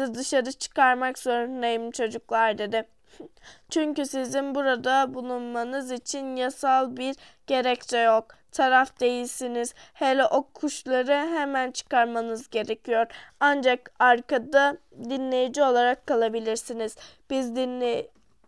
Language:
Turkish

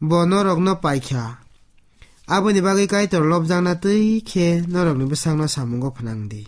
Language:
Kok Borok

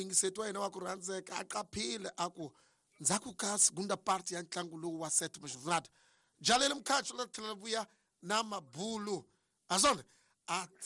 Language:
Tsonga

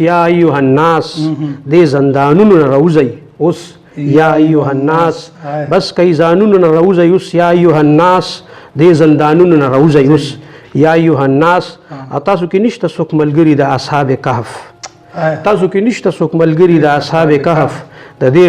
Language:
Pashto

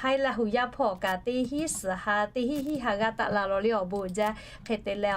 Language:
Lahu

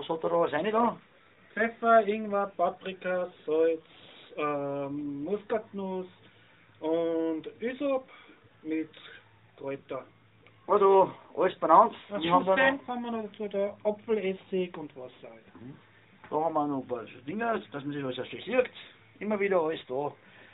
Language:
German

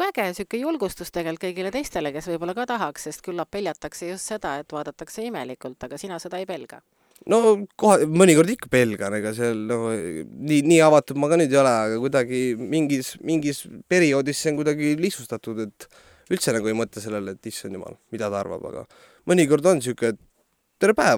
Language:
Estonian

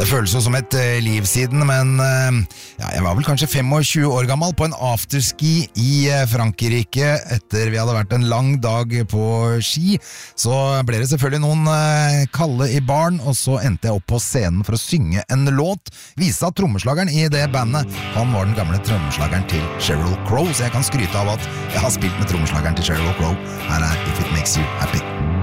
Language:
Norwegian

